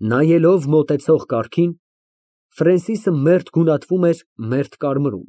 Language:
Armenian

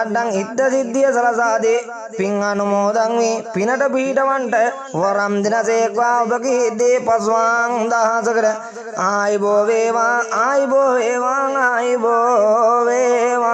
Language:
Sinhala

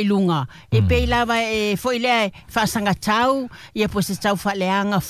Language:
Samoan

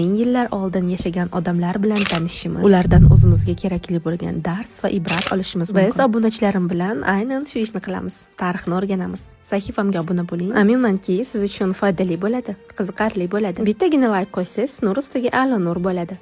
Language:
Uzbek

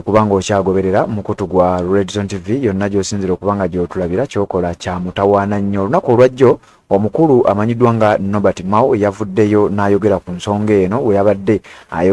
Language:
Ganda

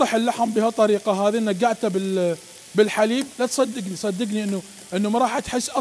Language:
Mesopotamian Arabic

